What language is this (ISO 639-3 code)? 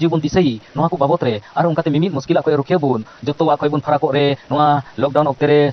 sat